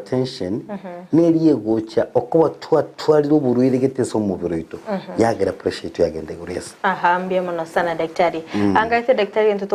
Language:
Gusii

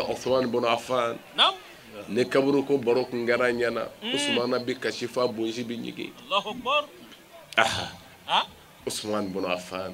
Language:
Bambara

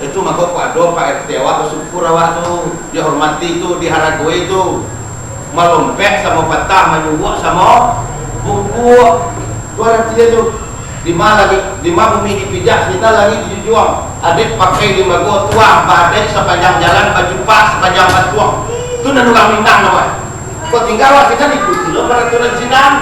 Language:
Minangkabau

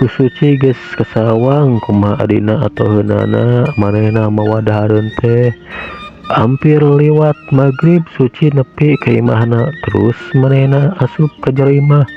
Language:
Sundanese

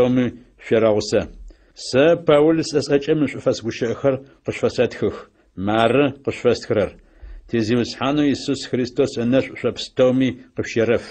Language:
Adyghe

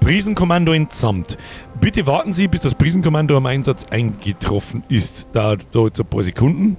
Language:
Bavarian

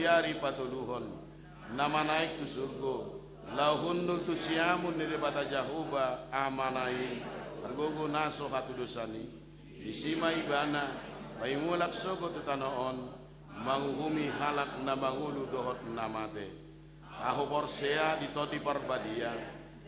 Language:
Batak Toba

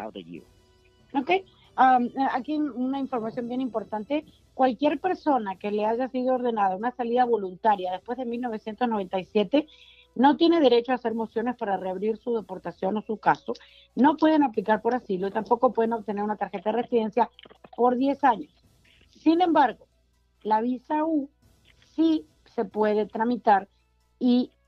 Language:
Spanish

